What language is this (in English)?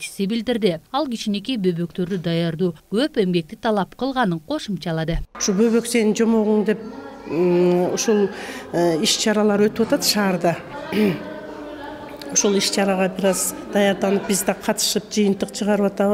Kyrgyz